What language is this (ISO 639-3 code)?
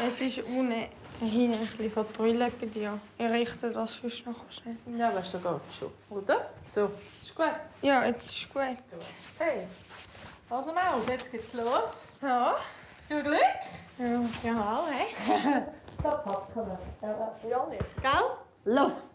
gsw